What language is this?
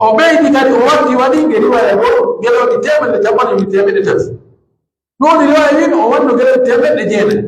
Pular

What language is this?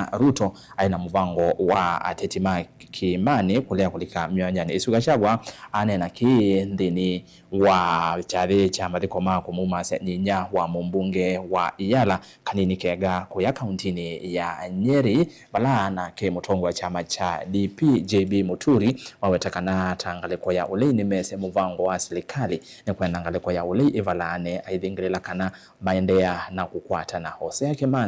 Kamba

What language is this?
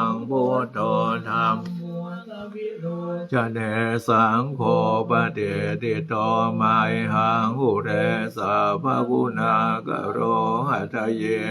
Pali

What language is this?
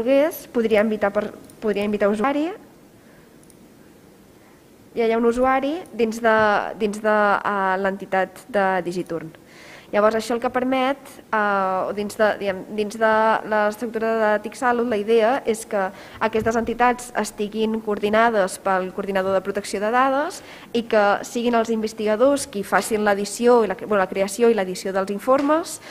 Catalan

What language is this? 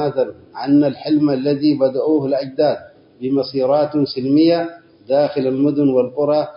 Tigre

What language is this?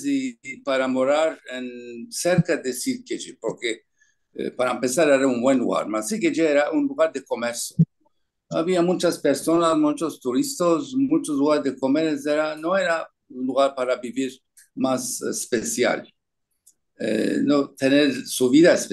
Ladino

